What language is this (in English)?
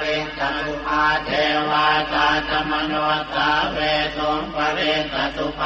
Pali